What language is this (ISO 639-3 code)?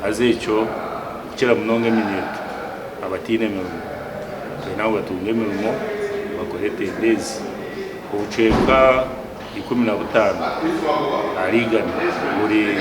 nyn